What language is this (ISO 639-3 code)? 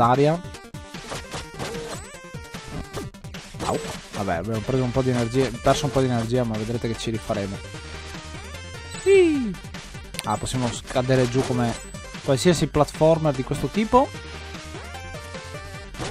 ita